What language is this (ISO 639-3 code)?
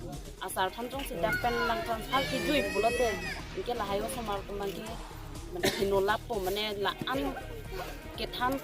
mjw